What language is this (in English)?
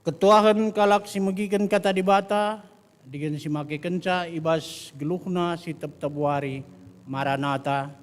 Batak Karo